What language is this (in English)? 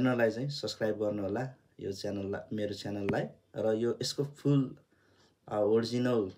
Nepali